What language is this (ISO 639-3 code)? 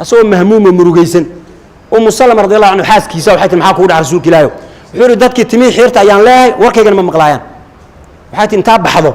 som